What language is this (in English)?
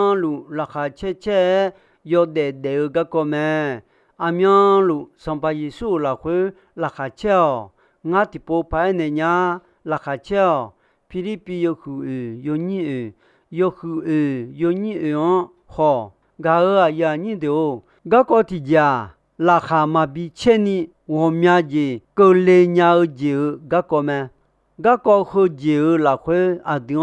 Akha